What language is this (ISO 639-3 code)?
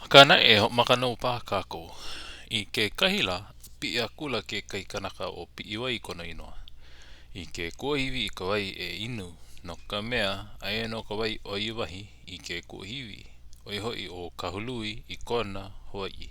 haw